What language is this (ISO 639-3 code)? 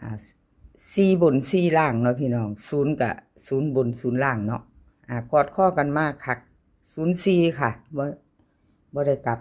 tts